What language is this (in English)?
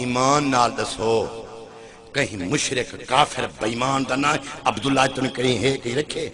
Saraiki